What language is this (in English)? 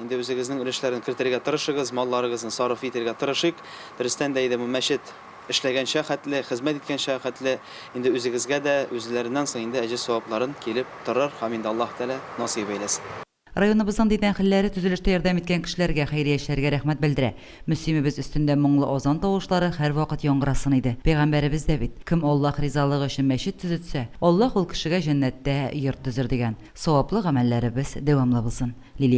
Tatar